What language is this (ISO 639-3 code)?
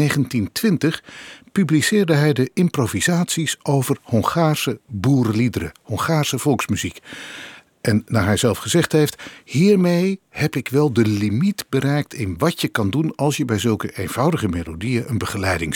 nld